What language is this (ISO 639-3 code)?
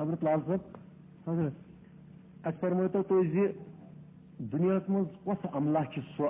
kas